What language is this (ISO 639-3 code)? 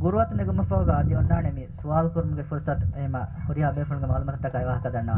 div